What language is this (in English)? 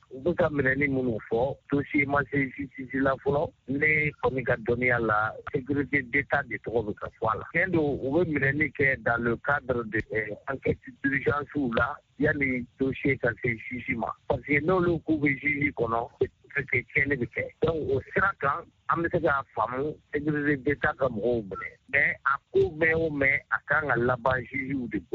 Bambara